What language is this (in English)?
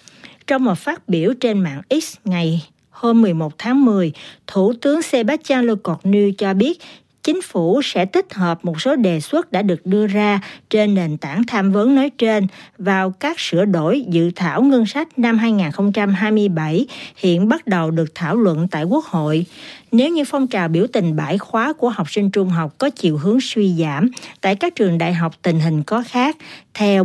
Vietnamese